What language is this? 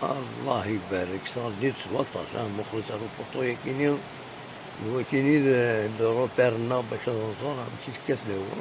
Kabyle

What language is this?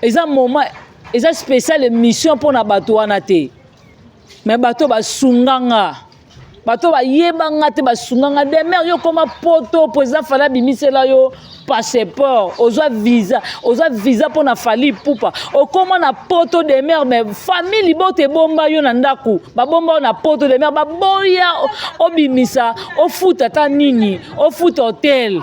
Lingala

